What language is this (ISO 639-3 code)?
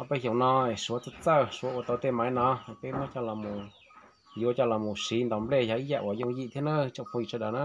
hmn